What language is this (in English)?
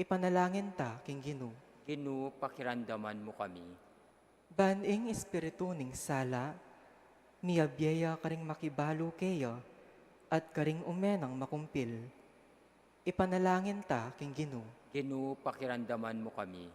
Pampanga